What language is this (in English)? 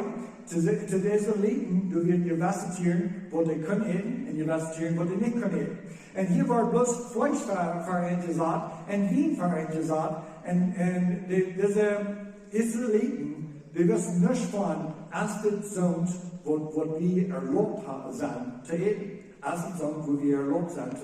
Plautdietsch